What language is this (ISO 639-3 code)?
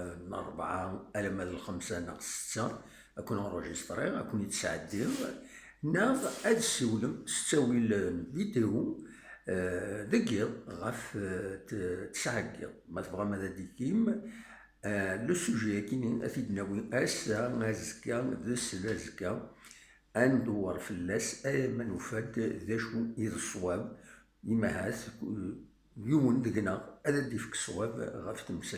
kab